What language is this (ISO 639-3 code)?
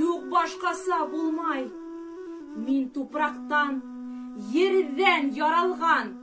bak